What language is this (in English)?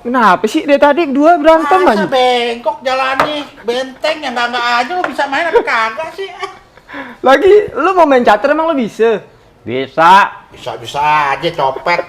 Betawi